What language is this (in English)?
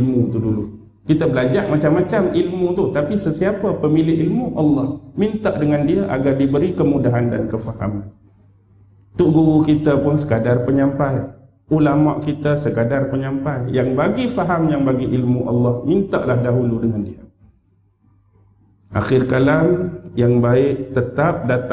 Malay